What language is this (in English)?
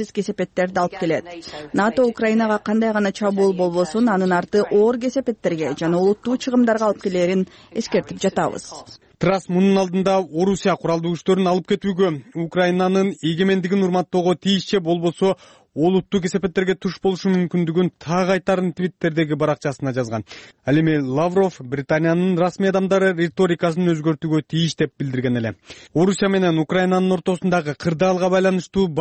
Kyrgyz